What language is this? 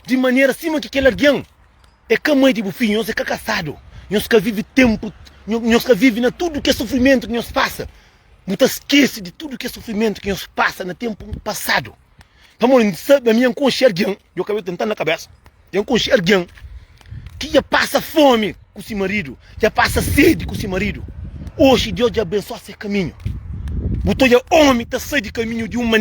Kabuverdianu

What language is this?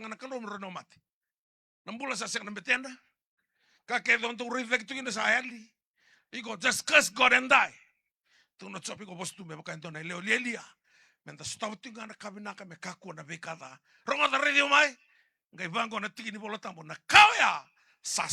Fijian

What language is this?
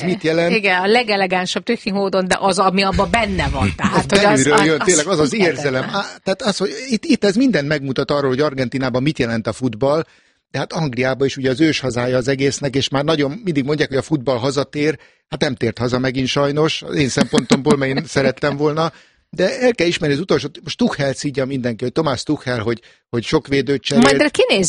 Hungarian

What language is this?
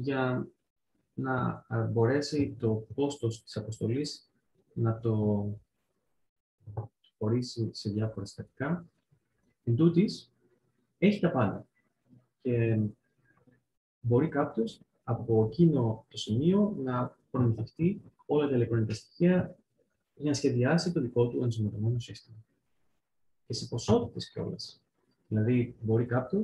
Greek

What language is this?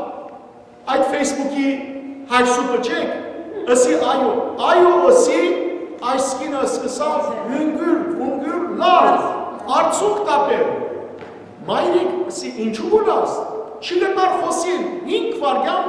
Western Armenian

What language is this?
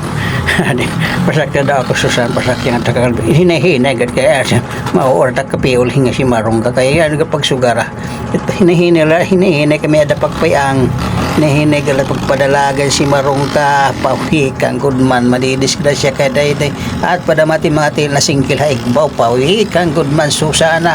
Waray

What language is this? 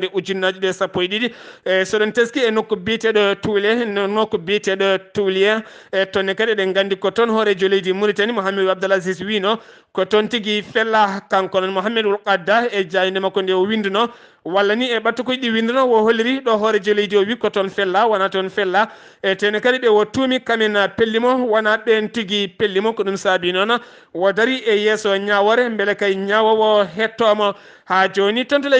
Fula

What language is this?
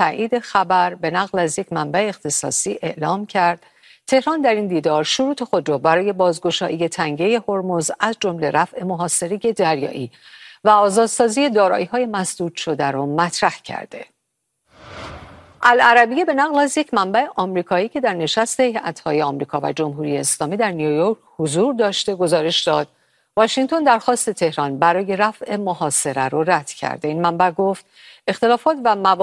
Persian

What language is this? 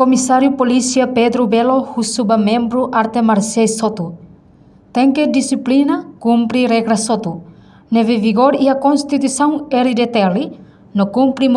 Tetum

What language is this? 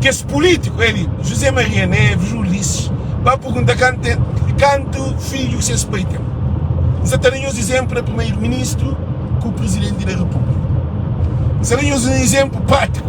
Kabuverdianu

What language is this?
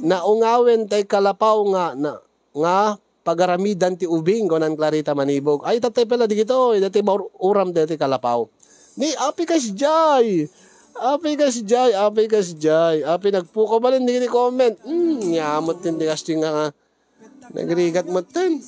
Iloko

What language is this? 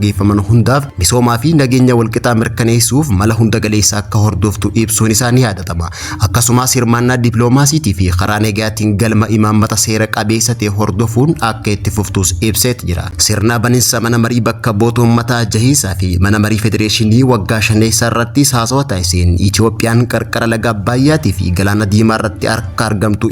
Oromo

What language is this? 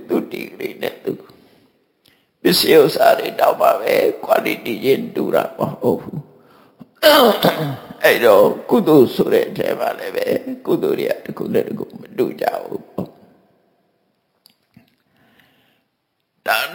Burmese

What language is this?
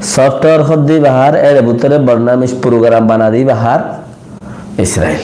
Rohingya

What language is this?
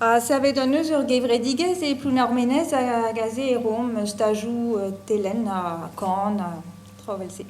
Breton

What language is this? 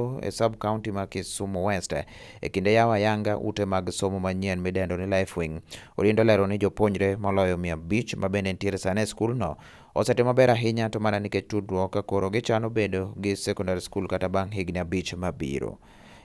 Luo (Kenya and Tanzania)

